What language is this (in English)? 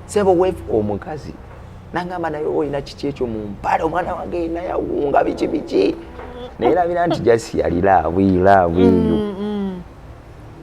Ganda